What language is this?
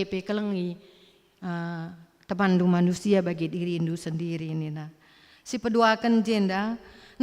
Batak Karo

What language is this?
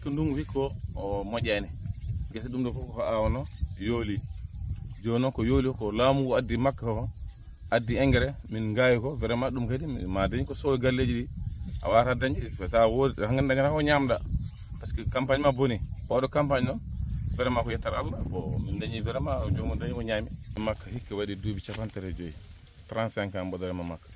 Fula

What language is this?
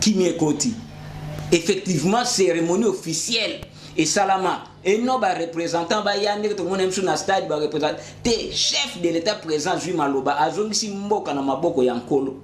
Lingala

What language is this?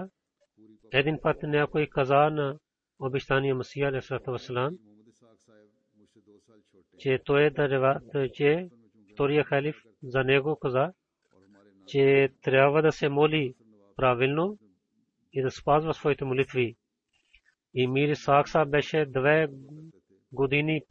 Bulgarian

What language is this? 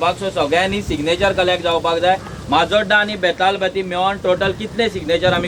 Konkani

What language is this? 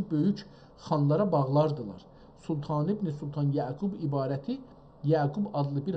South Azerbaijani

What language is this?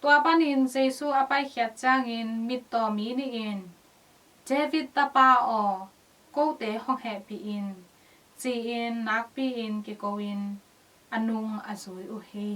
Tedim Chin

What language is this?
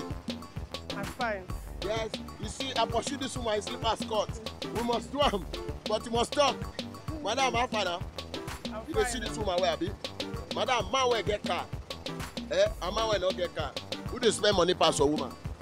Nigerian Pidgin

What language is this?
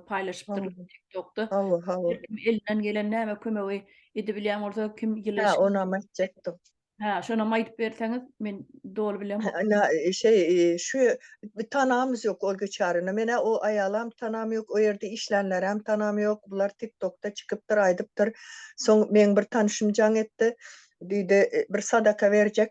Turkmen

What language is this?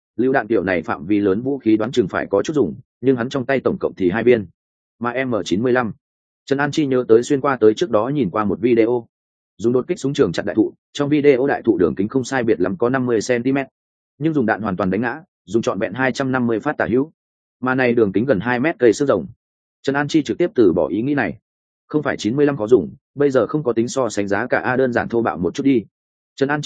Vietnamese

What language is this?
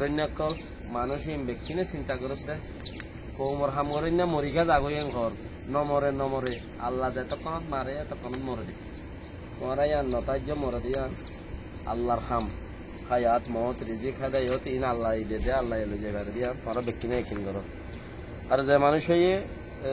Rohingya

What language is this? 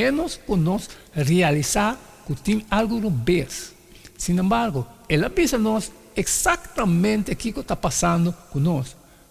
Papiamento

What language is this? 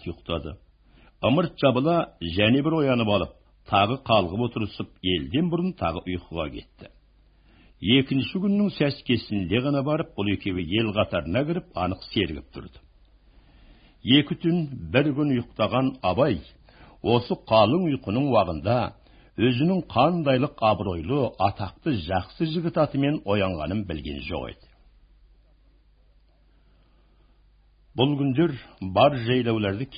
Kazakh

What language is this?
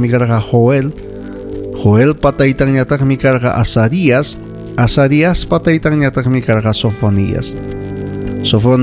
Ayacucho Quechua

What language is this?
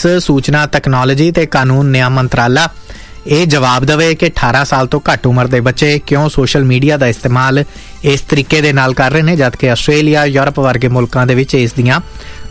Punjabi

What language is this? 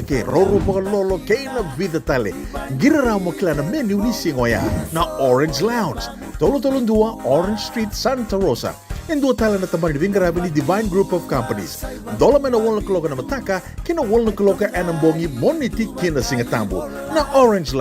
Fijian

